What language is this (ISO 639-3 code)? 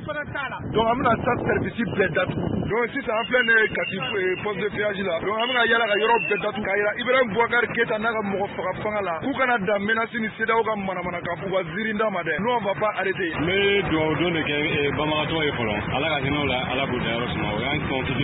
bam